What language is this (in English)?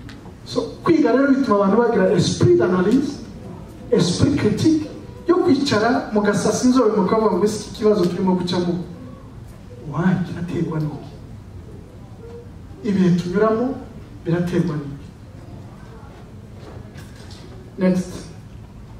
Kinyarwanda